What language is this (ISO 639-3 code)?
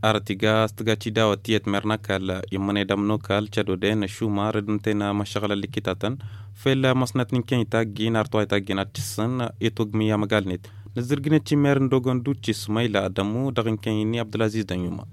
taq